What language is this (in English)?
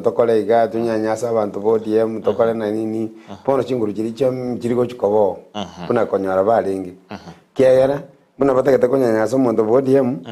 Gusii